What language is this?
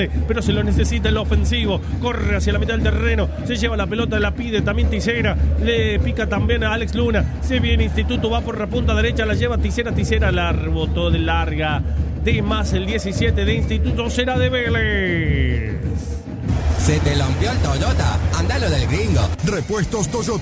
Spanish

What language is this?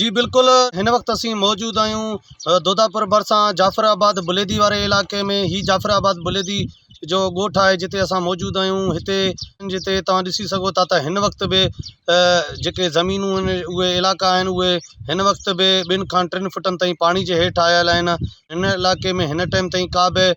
Sindhi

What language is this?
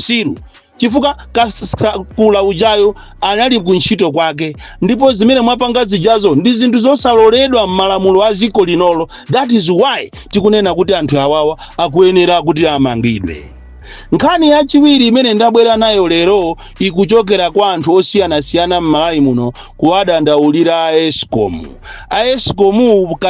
Nyanja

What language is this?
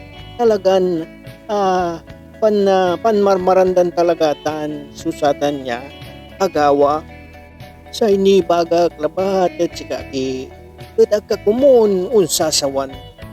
Pangasinan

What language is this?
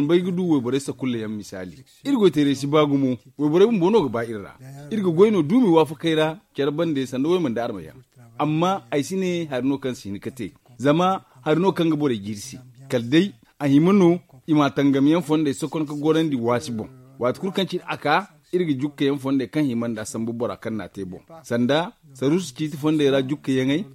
Zarma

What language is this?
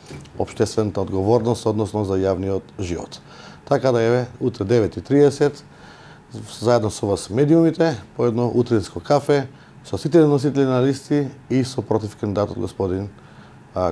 Macedonian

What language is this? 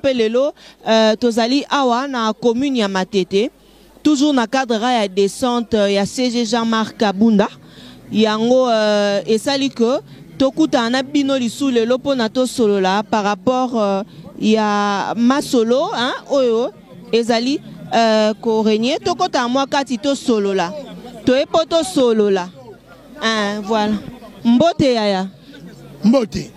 Lingala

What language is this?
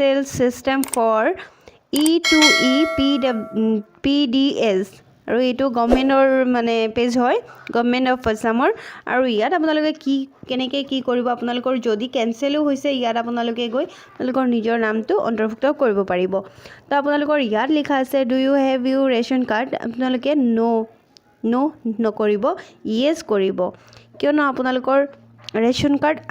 Assamese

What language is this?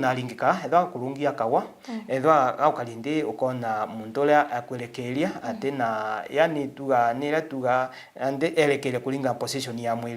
Meru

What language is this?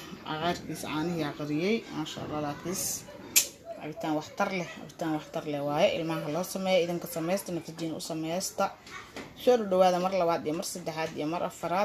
Somali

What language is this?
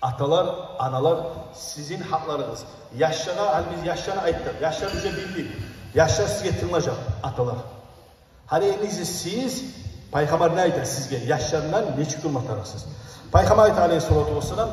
Kumyk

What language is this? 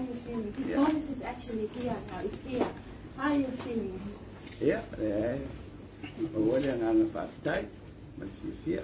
Samoan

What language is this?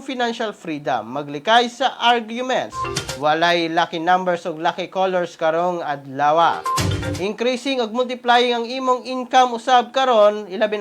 Cebuano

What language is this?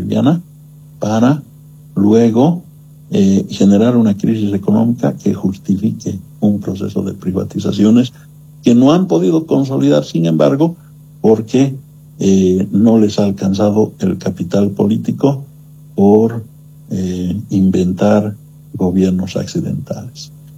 Spanish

